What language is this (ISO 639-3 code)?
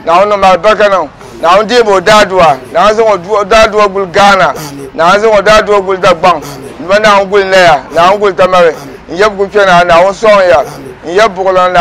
dag